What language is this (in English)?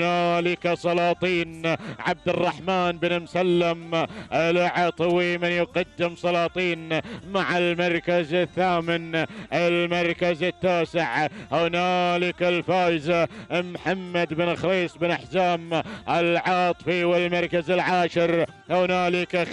Gulf Arabic